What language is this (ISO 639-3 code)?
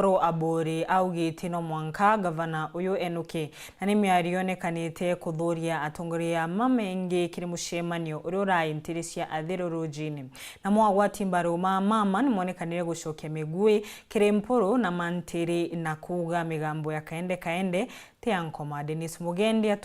mer